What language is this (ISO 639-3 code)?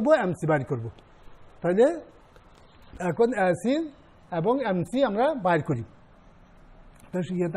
ben